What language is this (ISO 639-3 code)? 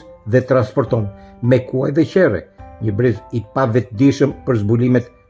sqi